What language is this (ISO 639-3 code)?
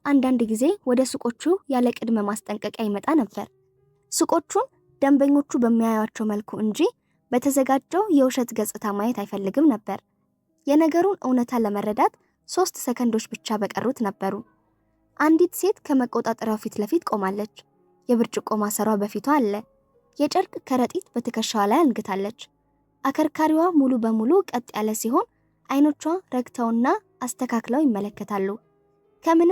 amh